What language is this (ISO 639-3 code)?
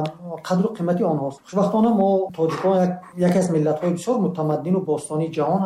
tgk